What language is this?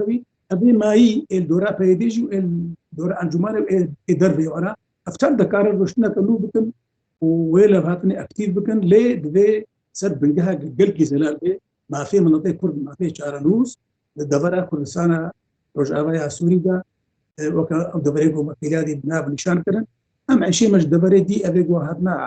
Kurdish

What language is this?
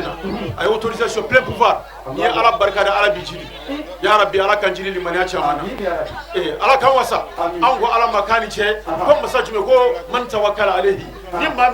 Bambara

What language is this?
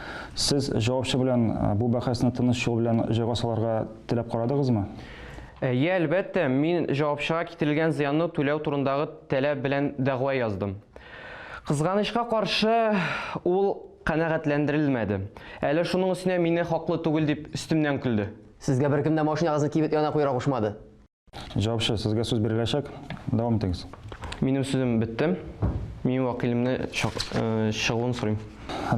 Tatar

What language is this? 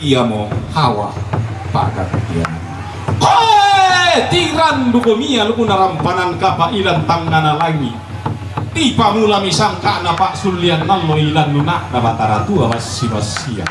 Toraja-Sa'dan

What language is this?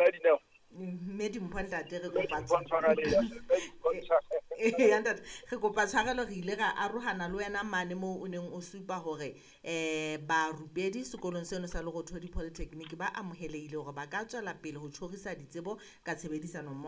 Southern Sotho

